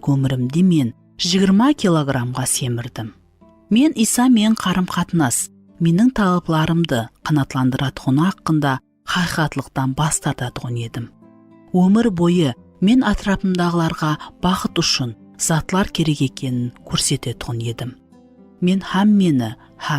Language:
Kara-Kalpak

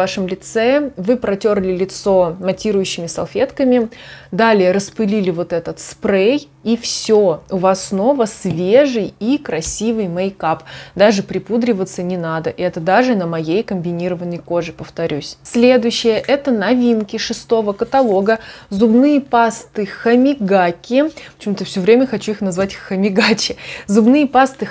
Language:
Russian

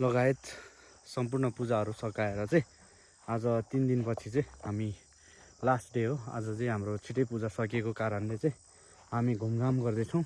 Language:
Nepali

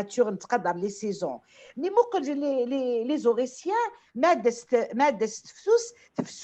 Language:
Kabyle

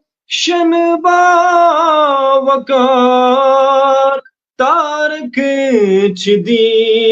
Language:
Kashmiri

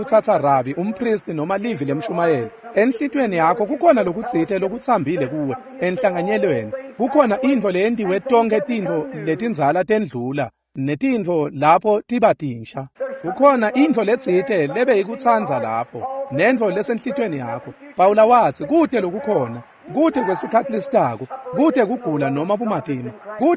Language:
Swati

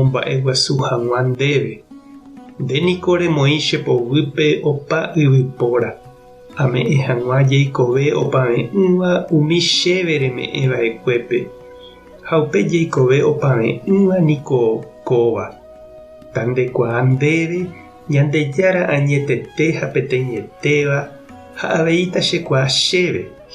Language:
Guarani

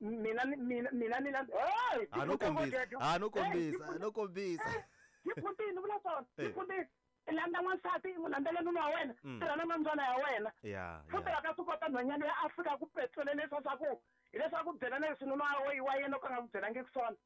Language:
Tsonga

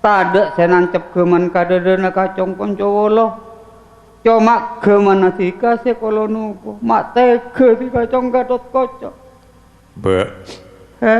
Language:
Madurese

